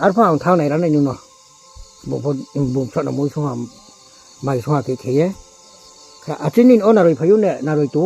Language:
Riang (India)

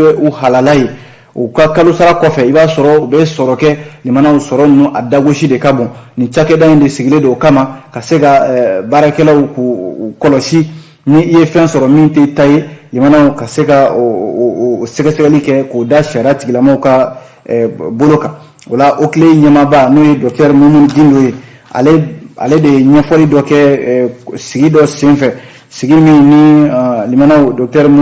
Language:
Bambara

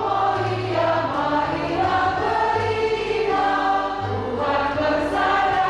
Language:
Batak Karo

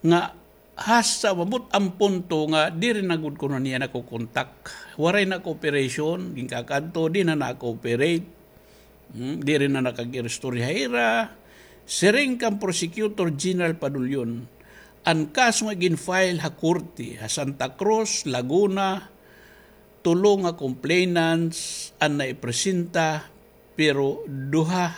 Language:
Waray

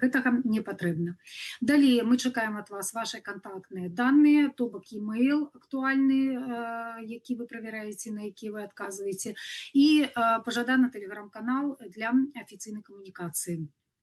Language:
Belarusian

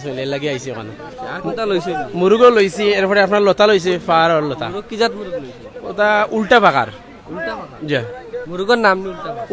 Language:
Sylheti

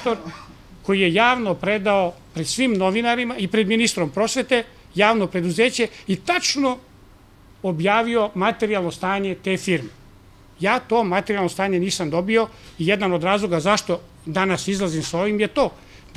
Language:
Serbian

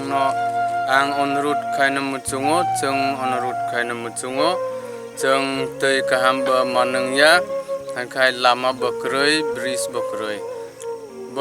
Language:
Kok Borok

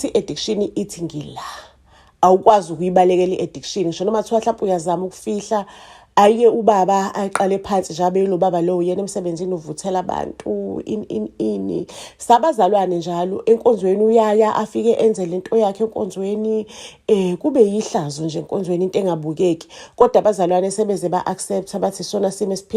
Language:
Zulu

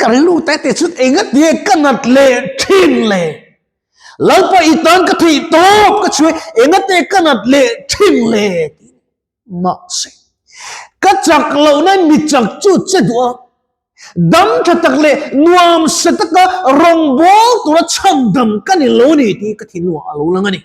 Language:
Mizo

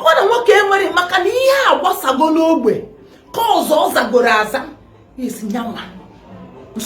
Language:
Igbo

